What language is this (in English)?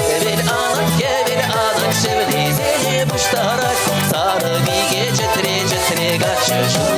Chuvash